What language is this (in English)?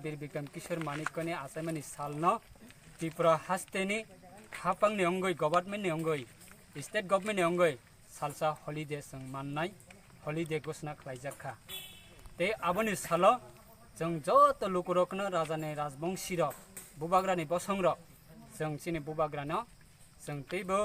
Kok Borok